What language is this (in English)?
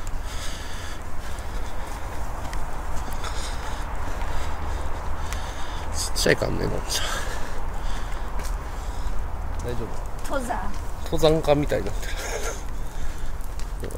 Japanese